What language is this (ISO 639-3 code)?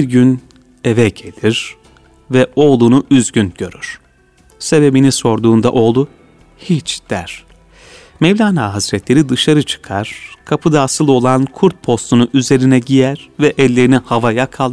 tur